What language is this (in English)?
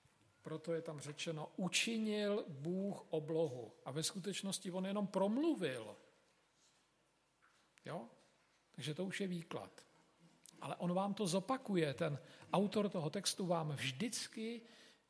Czech